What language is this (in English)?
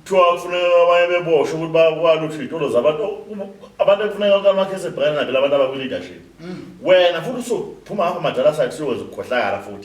Zulu